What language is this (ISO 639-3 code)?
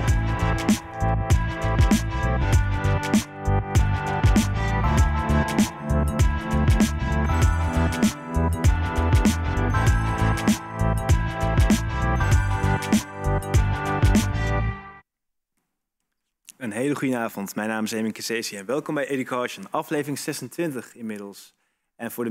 nld